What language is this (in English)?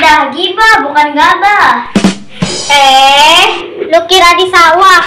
Betawi